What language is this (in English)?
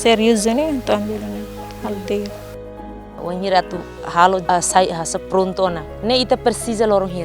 Tetum